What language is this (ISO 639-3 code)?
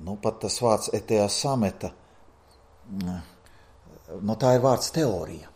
lav